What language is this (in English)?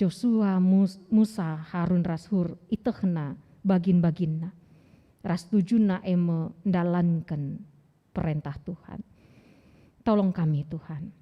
Batak Karo